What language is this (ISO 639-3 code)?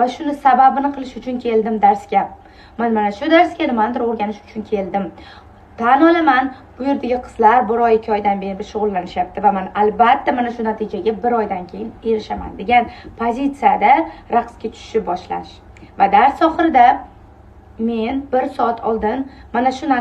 uzb